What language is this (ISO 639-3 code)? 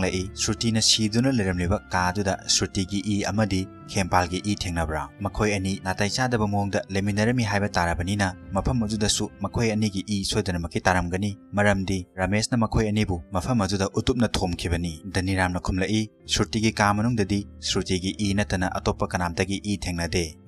mni